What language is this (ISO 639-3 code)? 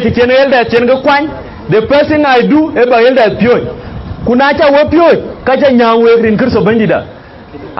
din